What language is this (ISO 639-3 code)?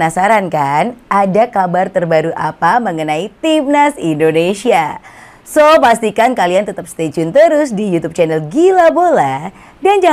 ind